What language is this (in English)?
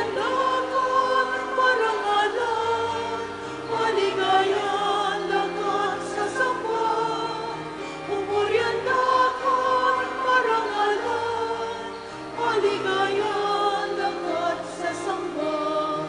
Pampanga